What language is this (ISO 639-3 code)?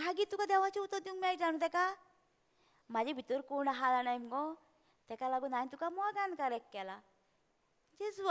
kok